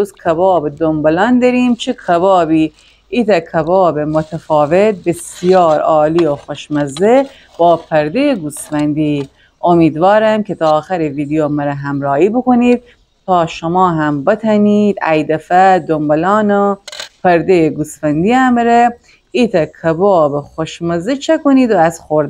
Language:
Gilaki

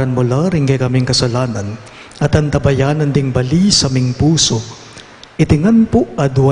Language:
Pampanga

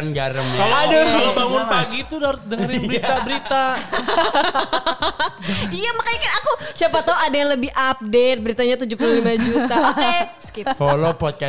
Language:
Indonesian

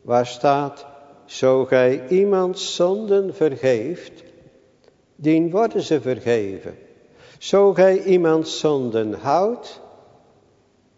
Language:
Dutch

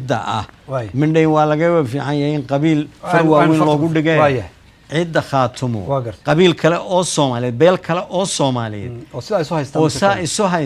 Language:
Somali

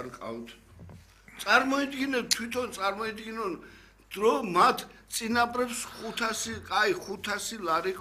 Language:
Georgian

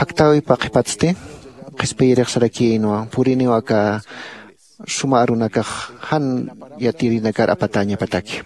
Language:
Aymara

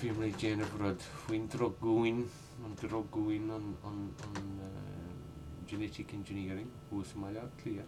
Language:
Irish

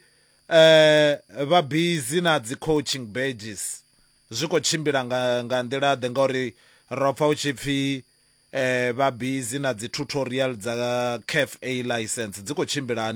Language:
Venda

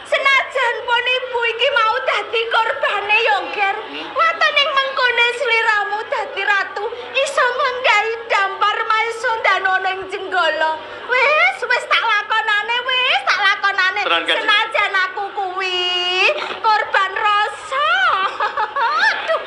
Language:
Javanese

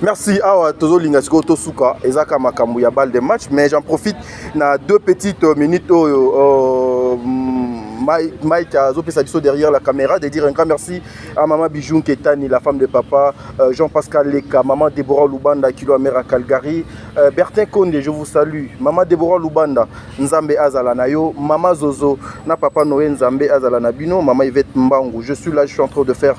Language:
Lingala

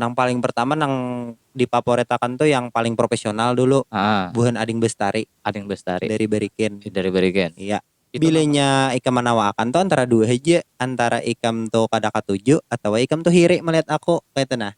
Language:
Banjar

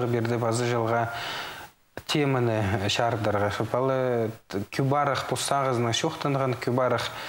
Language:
Khakas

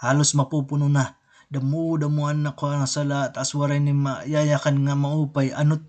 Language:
Waray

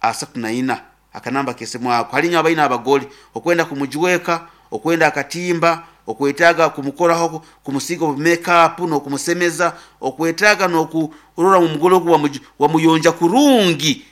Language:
Nyankole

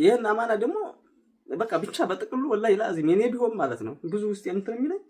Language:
Amharic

